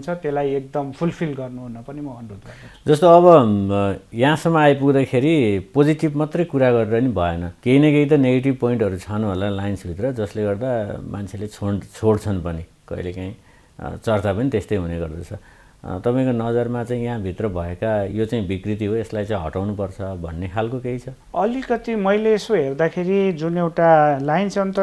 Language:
Nepali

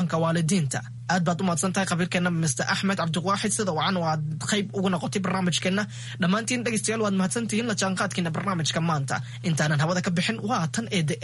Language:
Somali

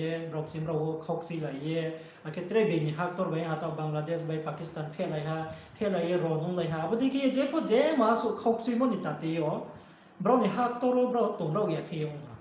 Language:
Riang (India)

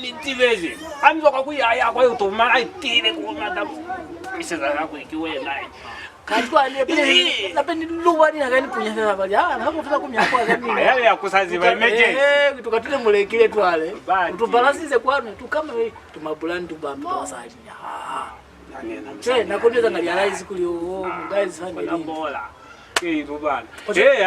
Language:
Lozi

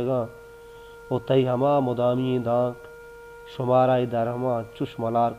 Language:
Baluchi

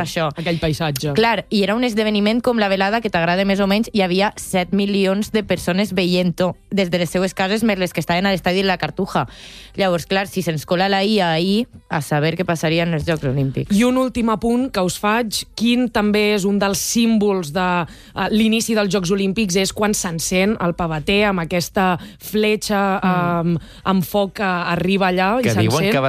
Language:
Catalan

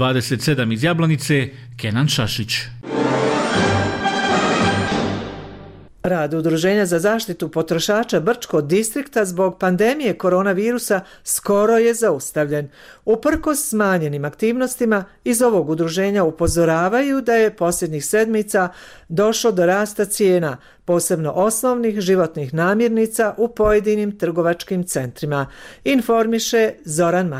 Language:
Bosnian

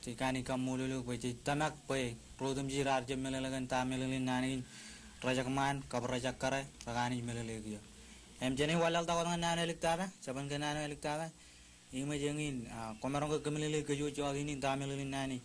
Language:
Marshallese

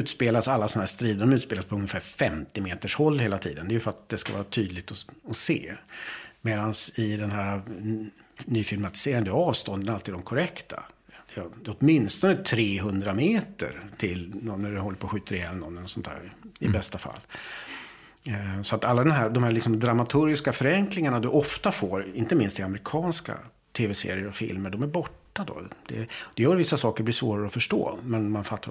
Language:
Swedish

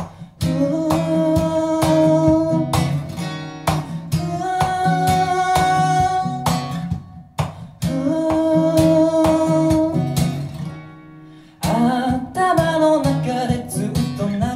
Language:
Japanese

